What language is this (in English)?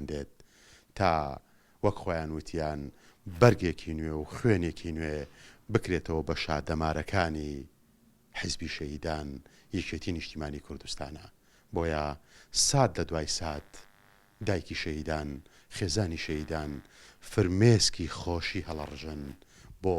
Central Kurdish